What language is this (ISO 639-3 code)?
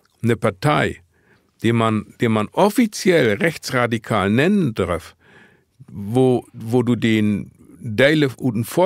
nds